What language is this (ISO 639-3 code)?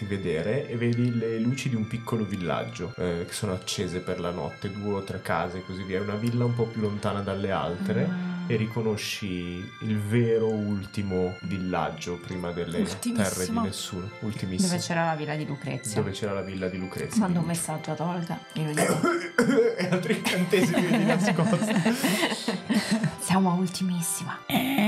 ita